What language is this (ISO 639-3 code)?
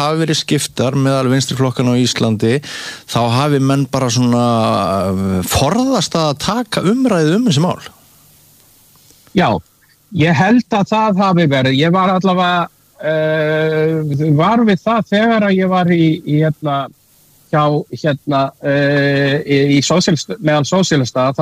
isl